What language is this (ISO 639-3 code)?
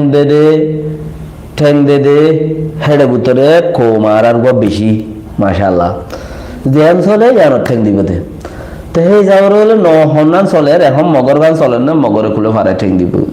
rhg